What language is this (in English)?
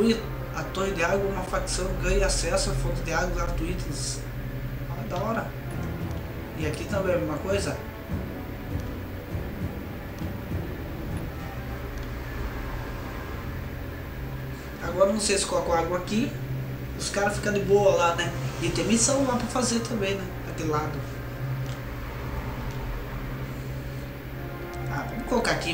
Portuguese